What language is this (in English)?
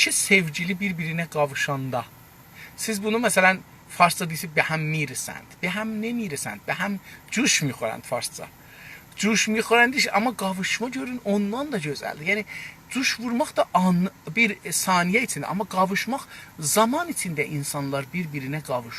South Azerbaijani